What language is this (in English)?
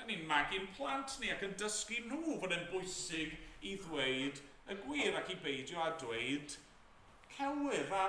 Welsh